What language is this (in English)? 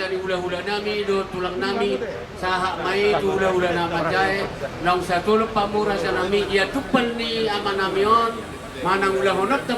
Batak Toba